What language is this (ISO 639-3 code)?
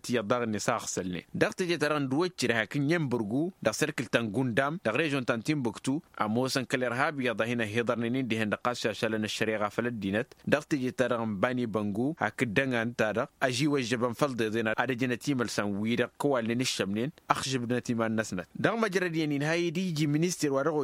taq